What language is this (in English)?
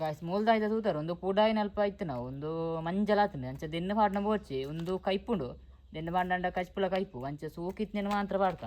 Tulu